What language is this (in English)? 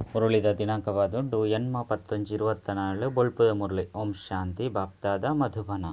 Tulu